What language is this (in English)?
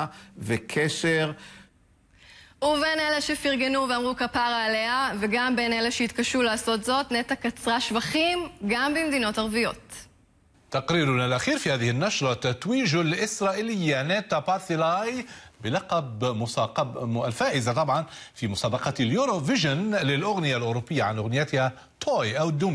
Hebrew